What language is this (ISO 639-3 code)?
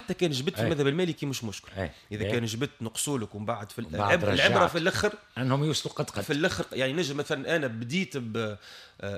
aeb